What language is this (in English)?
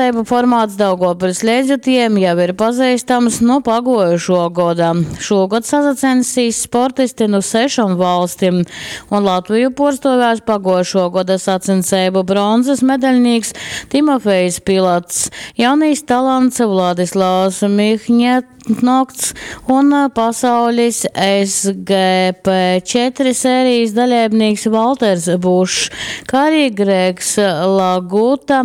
Latgalian